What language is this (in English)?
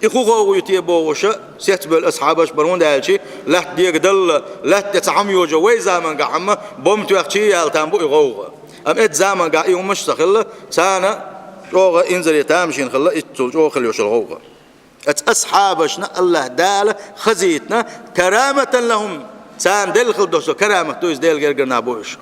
Chechen